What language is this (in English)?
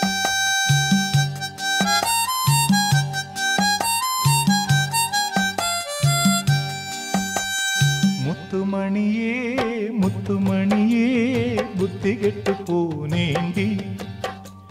Tamil